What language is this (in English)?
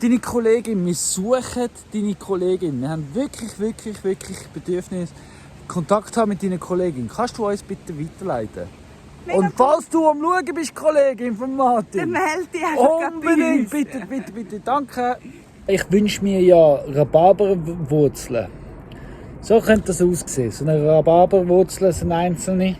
Swiss German